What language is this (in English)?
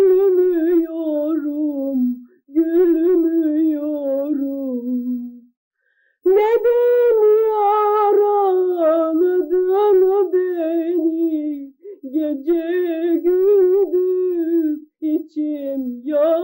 Turkish